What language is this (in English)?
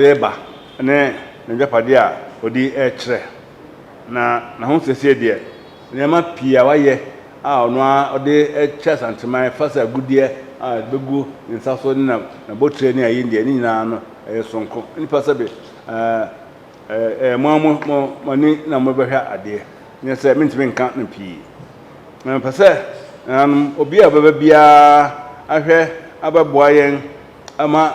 Akan